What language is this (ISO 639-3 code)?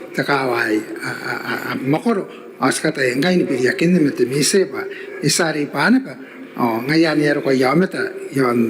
gil